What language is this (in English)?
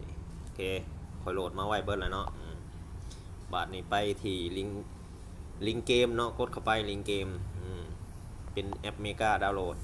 Lao